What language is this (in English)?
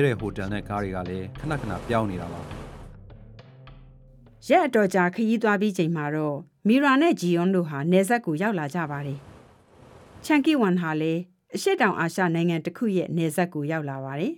Burmese